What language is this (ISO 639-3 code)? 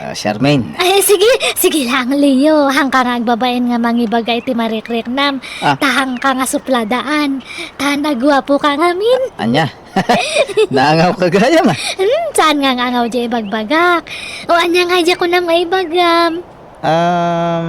ilo